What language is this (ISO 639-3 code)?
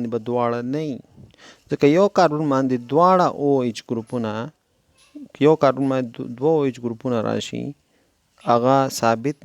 pus